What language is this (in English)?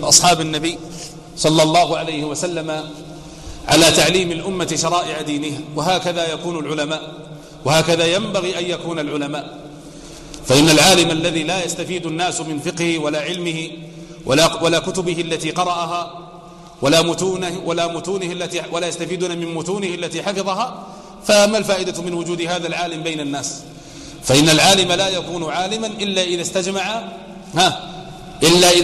Arabic